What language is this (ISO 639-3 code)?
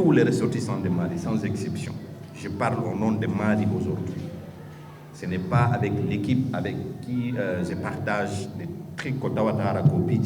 ful